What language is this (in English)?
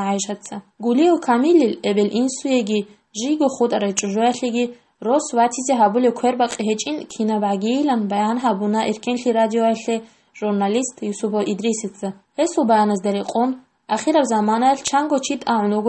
Avaric